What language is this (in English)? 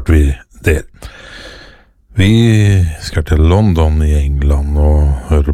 Norwegian